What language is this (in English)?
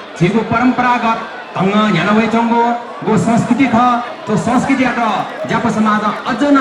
Newari